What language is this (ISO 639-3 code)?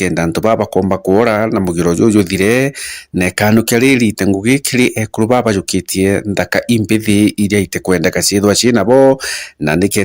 mer